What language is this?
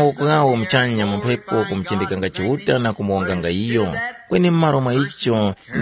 Tumbuka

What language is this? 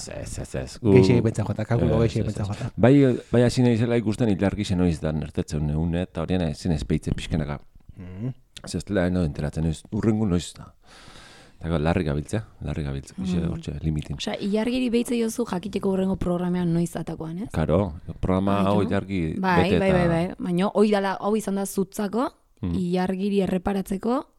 Basque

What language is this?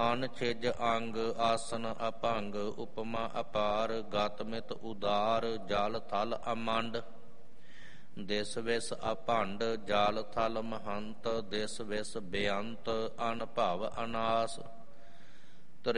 Punjabi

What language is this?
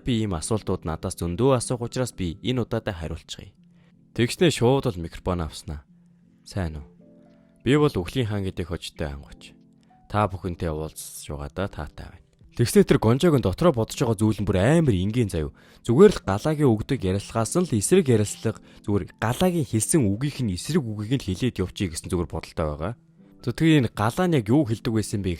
Mongolian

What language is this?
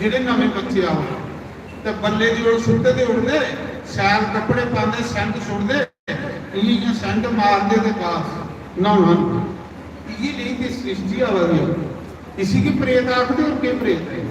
Dogri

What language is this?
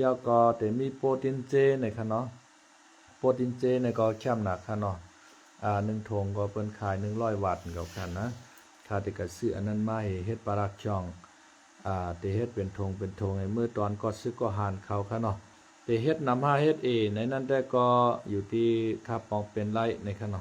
Shan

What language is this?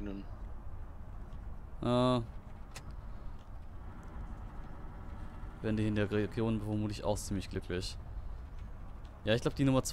German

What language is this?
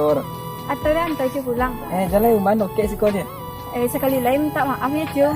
Minangkabau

